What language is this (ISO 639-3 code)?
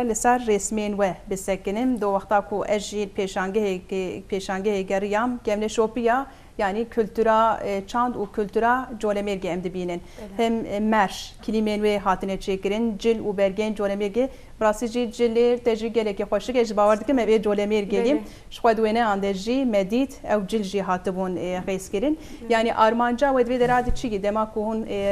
kur